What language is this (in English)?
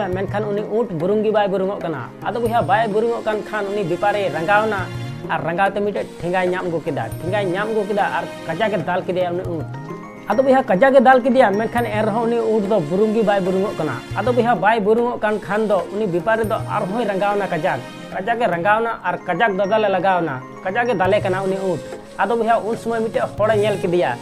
Santali